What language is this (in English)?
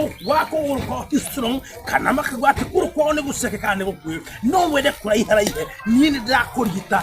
Kikuyu